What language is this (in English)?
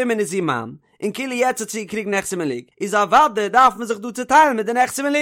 Yiddish